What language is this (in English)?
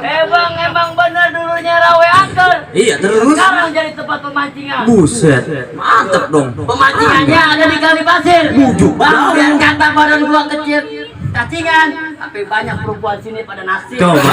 Betawi